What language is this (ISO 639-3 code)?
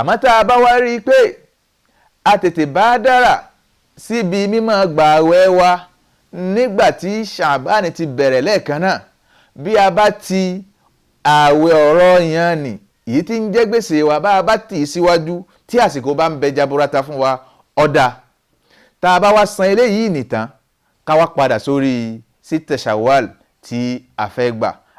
yor